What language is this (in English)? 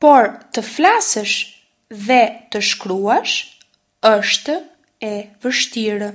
Albanian